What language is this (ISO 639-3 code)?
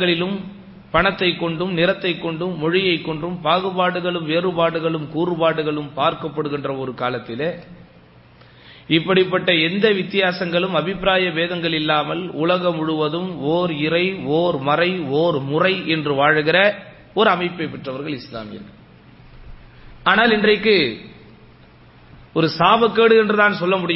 tam